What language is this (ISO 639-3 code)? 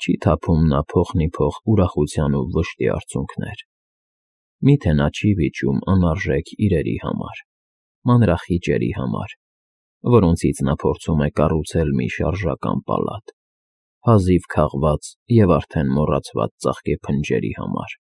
hye